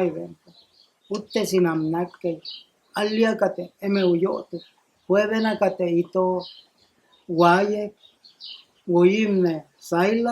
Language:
Mayo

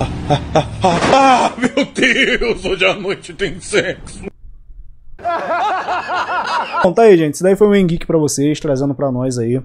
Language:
Portuguese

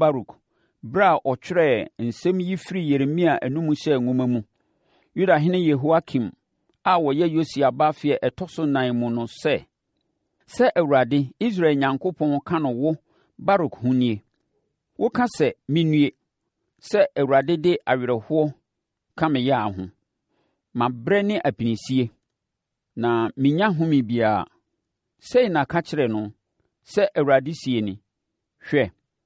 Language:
Akan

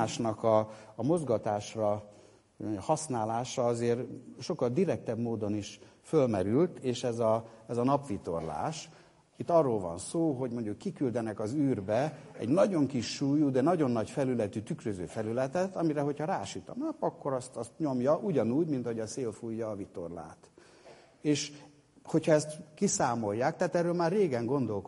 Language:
Hungarian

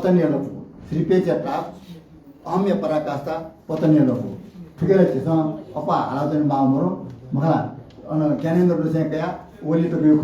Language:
Newari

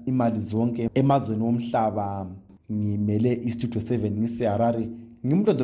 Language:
North Ndebele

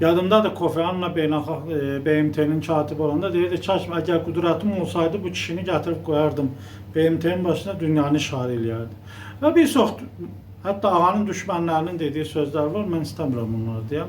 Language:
Azerbaijani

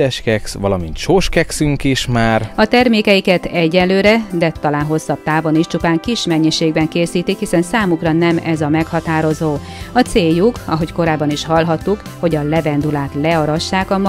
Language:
Hungarian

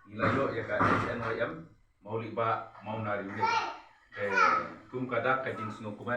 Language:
Khasi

